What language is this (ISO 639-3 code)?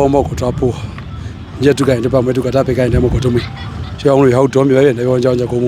her